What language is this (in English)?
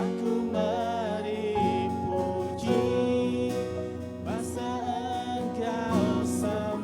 Iban